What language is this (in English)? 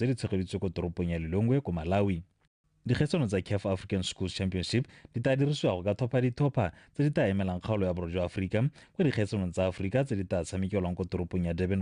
Tswana